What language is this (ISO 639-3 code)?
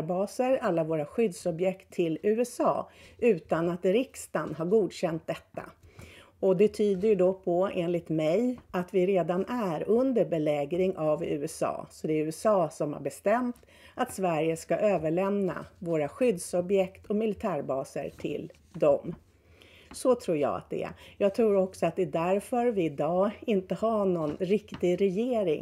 swe